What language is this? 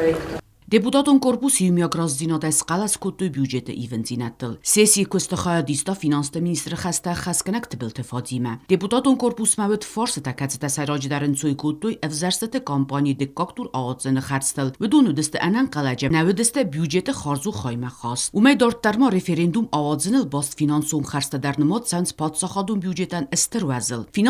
Ossetic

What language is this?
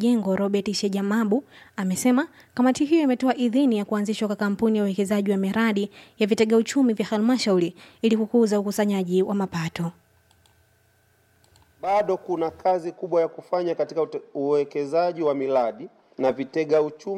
Swahili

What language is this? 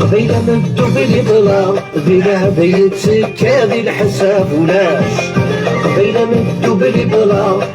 Algerian Arabic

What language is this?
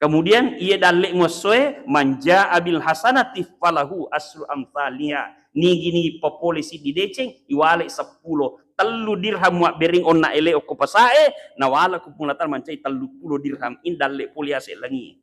Buginese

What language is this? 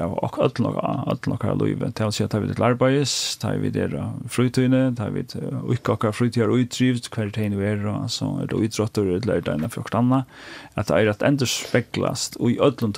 Faroese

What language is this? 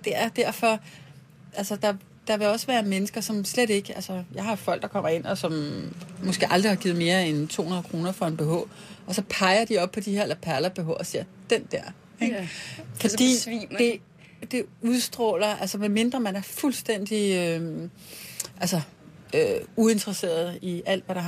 Danish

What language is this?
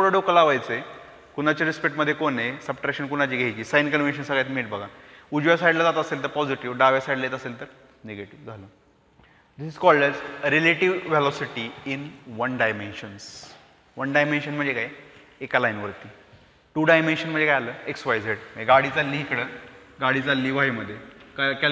Marathi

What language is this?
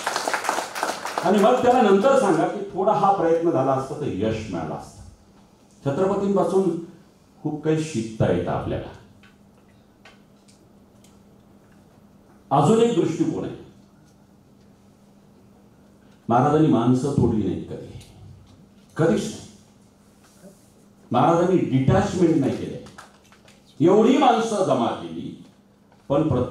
Marathi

